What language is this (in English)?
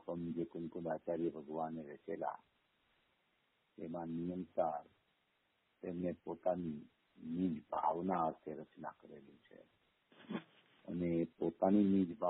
Gujarati